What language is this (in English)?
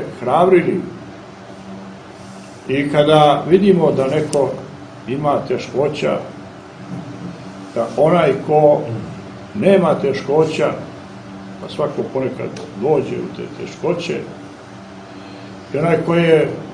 Serbian